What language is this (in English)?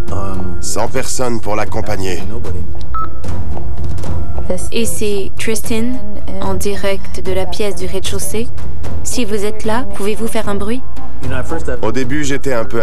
French